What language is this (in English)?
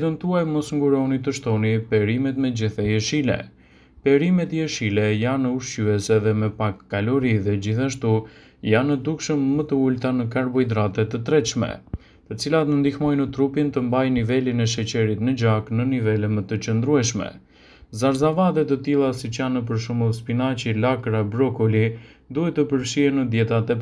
Albanian